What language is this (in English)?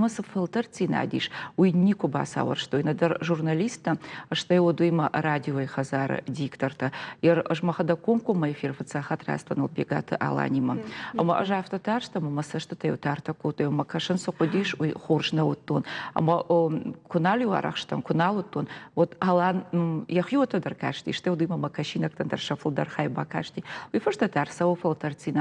Ossetic